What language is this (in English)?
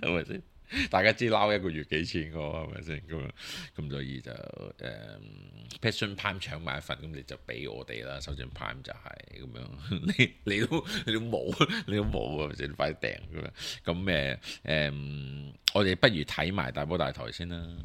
Cantonese